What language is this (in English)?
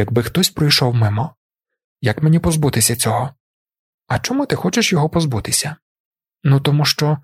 Ukrainian